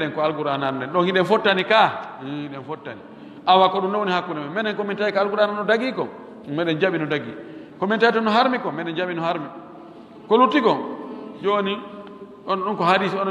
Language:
Pular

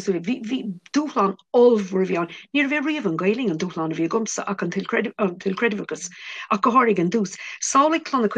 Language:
Irish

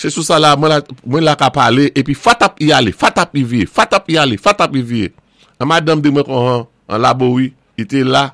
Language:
Saint Lucian Creole French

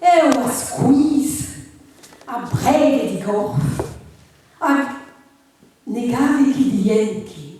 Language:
Breton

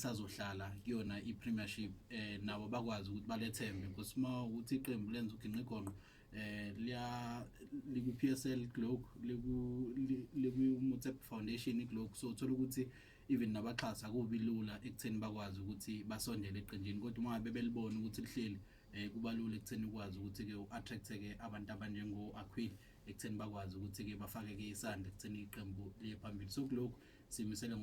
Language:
Zulu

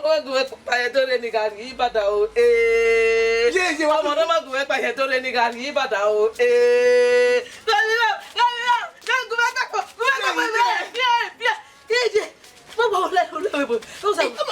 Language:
Bini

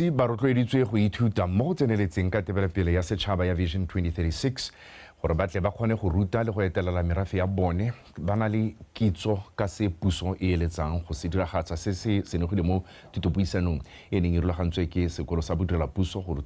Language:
Tswana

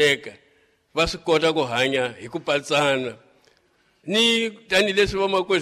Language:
Tsonga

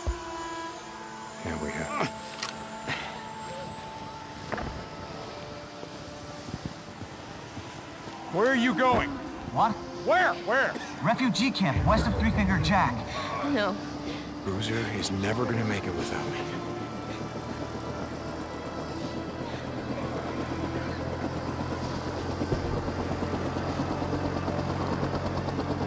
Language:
English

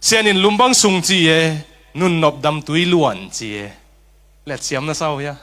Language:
Tedim Chin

